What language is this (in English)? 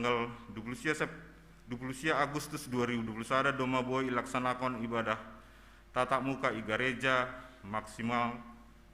Batak Simalungun